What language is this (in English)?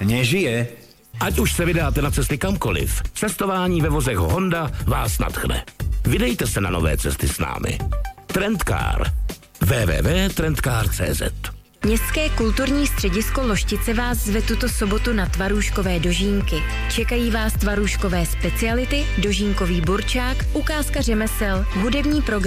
Czech